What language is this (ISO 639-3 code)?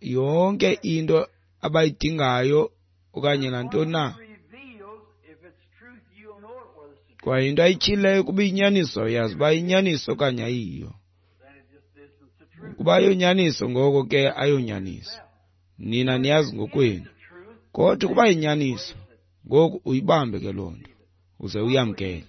xho